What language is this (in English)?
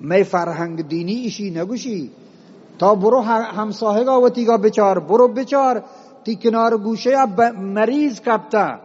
Eastern Balochi